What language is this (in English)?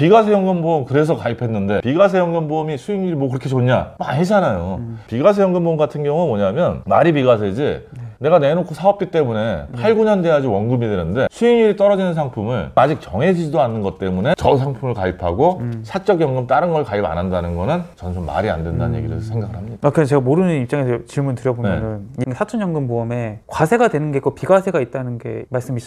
Korean